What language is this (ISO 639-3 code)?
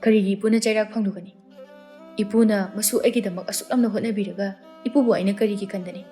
mni